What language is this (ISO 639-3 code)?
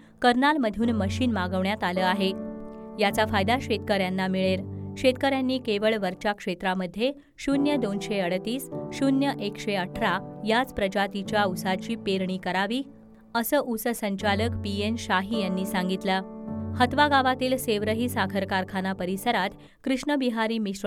mar